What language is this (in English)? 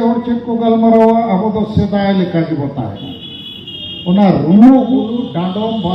Santali